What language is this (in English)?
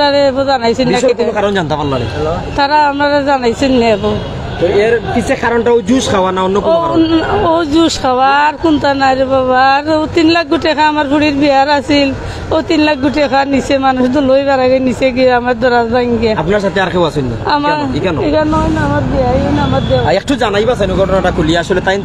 Sylheti